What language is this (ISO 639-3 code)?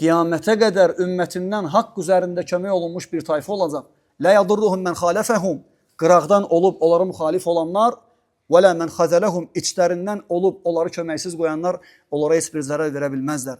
aze